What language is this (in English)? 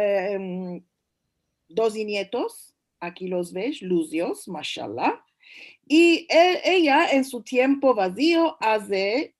Ladino